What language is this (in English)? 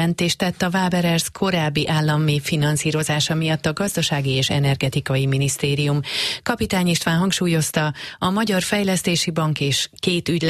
Hungarian